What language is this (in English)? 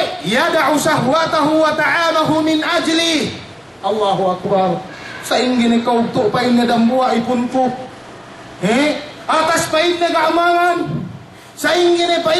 Yakan